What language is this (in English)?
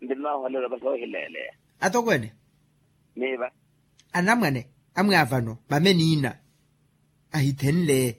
Makhuwa